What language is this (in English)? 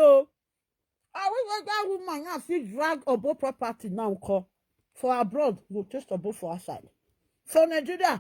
Nigerian Pidgin